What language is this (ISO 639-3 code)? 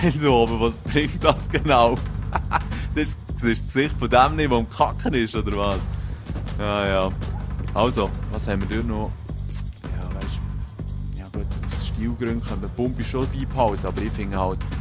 gsw